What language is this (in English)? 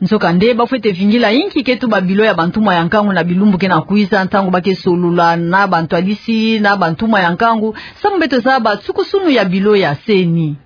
Kituba (Democratic Republic of Congo)